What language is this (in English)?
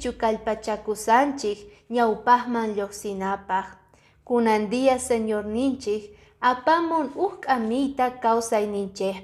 Quechua